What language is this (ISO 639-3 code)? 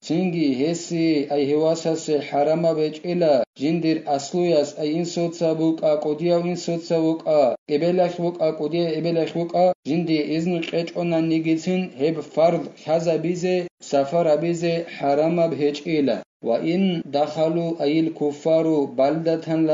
ava